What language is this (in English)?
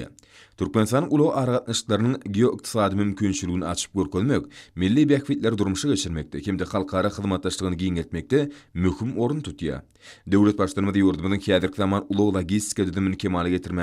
Turkmen